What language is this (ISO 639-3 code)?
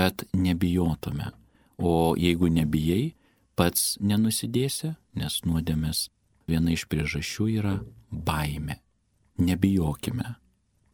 lit